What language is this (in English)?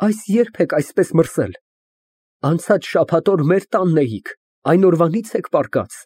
Armenian